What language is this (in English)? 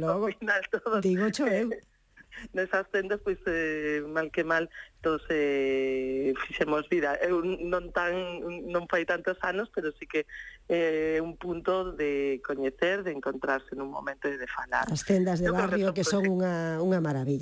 Galician